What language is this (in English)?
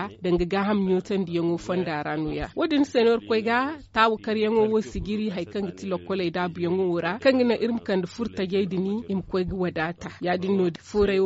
Zarma